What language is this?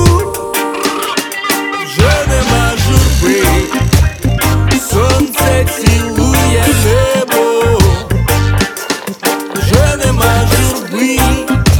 Ukrainian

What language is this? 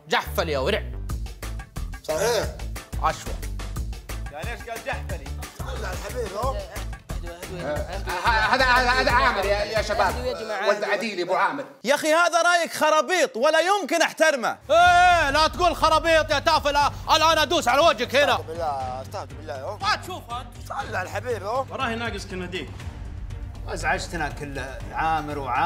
Najdi Arabic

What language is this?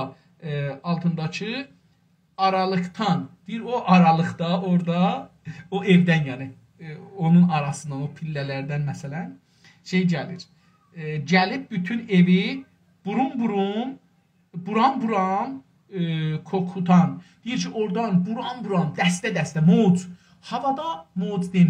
South Azerbaijani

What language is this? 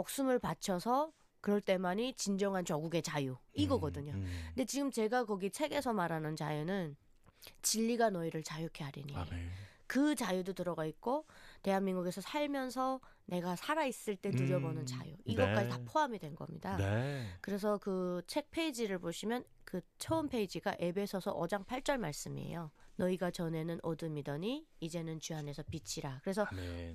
Korean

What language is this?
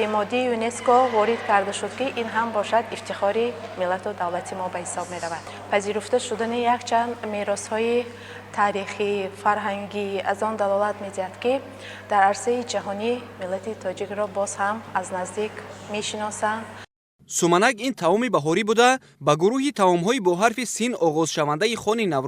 Tajik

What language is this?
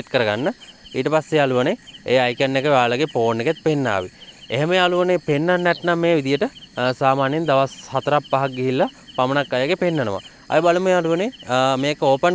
Sinhala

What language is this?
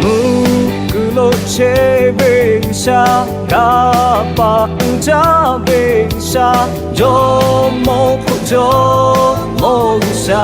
Lahu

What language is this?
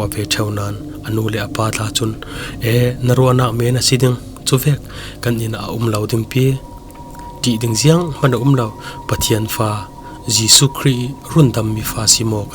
Falam Chin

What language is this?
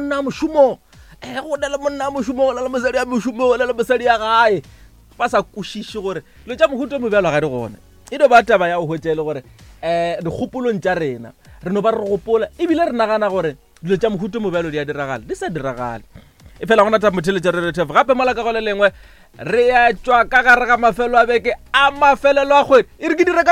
Northern Sotho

